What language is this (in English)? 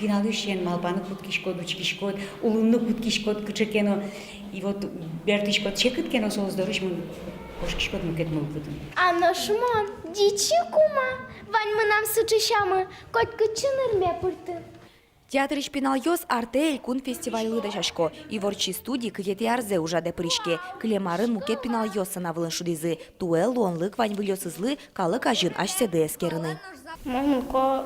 Udmurt